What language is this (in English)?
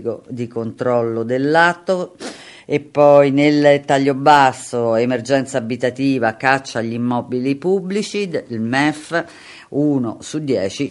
Italian